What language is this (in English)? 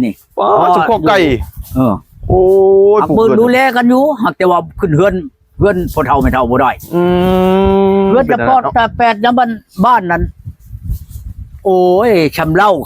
Lao